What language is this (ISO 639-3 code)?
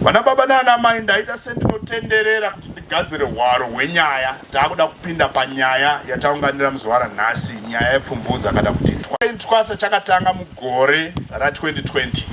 sna